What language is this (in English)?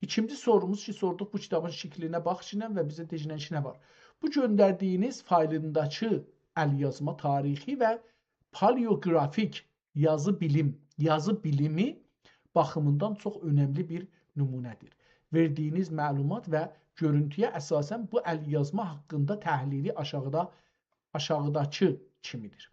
South Azerbaijani